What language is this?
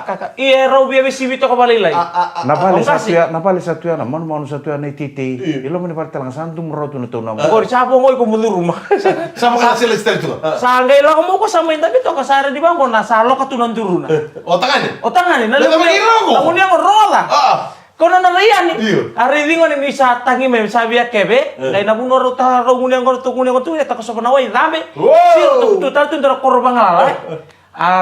Fijian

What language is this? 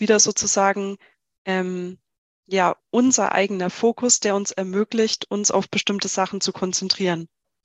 German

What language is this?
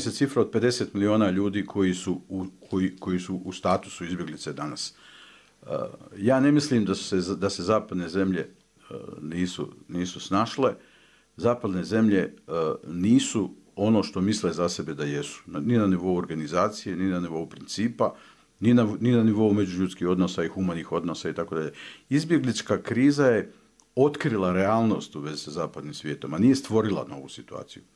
Bosnian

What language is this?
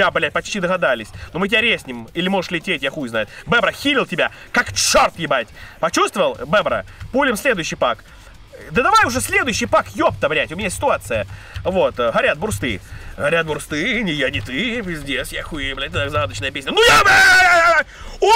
Russian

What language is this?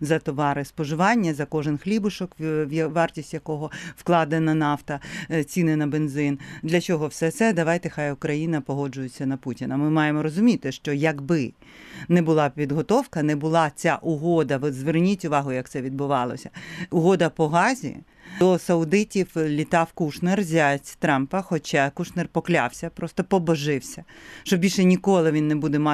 Ukrainian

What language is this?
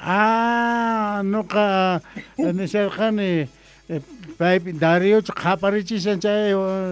Quechua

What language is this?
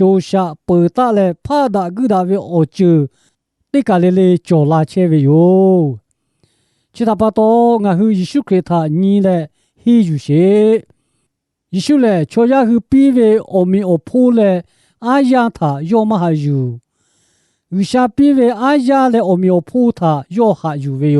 Lahu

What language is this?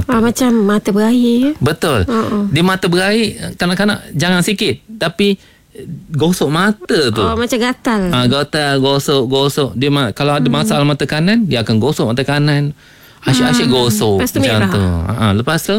Malay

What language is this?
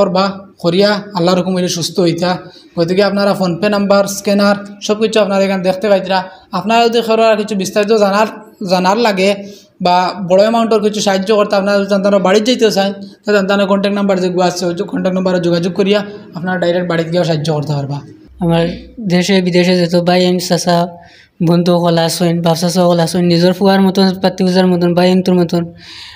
Sylheti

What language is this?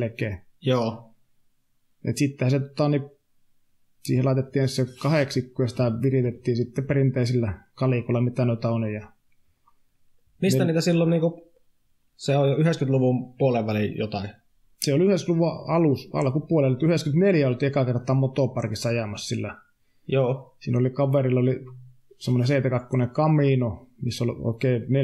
Finnish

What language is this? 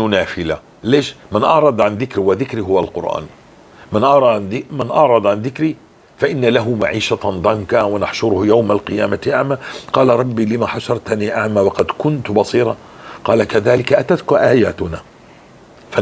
North Levantine Arabic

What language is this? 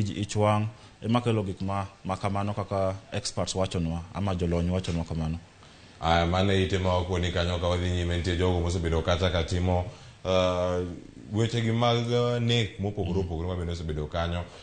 Luo (Kenya and Tanzania)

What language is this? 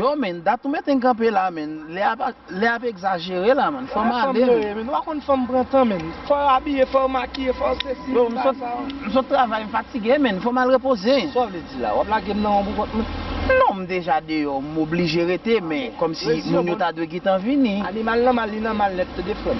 Haitian Creole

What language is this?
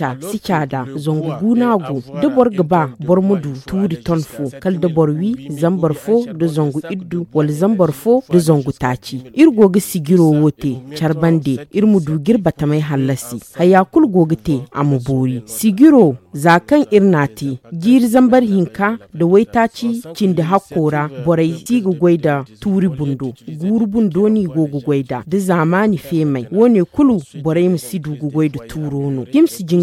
Zarma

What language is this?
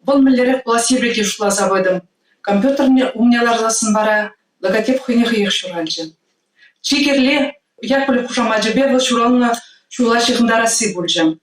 Chuvash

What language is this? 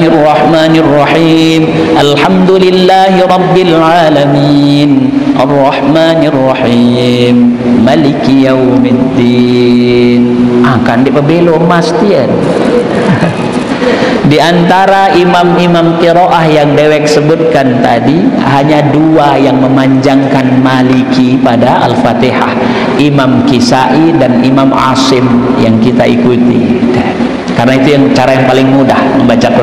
Sasak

